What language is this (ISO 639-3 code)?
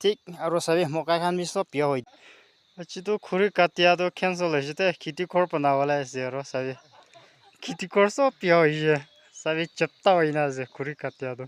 nag